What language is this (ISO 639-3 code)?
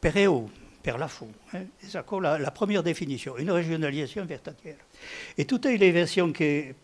oci